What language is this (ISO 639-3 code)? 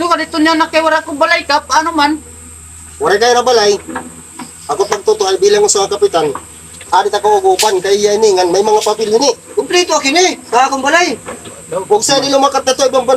war